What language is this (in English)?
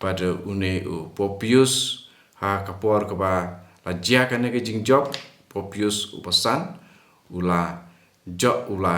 Khasi